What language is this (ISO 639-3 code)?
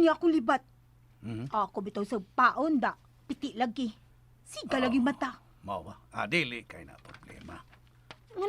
ceb